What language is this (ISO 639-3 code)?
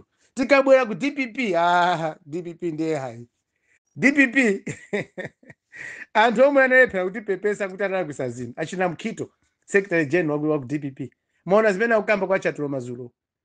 nya